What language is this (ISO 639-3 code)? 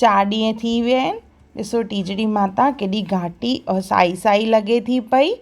snd